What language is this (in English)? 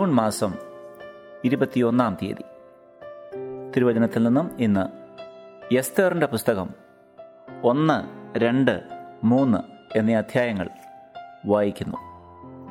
Malayalam